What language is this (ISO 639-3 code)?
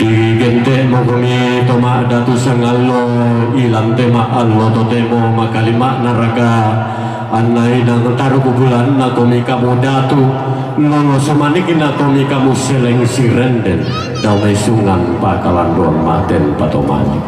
sda